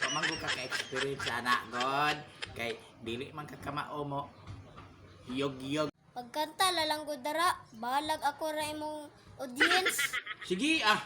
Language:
Cebuano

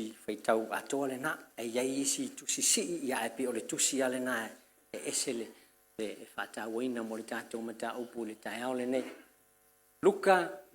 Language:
Samoan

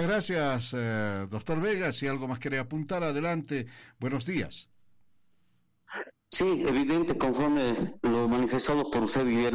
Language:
Spanish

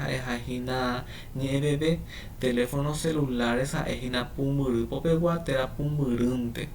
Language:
Guarani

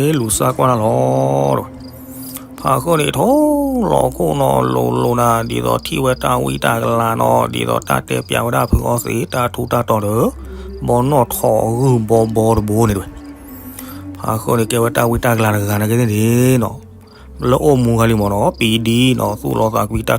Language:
S'gaw Karen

